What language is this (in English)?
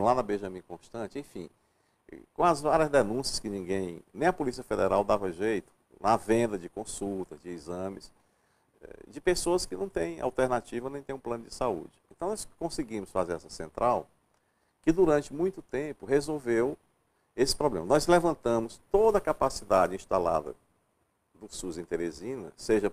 Portuguese